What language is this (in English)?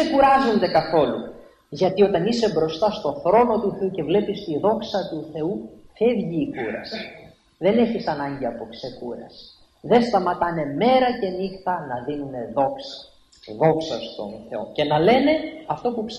Greek